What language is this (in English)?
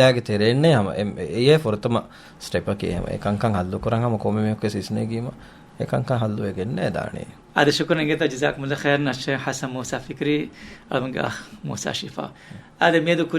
Divehi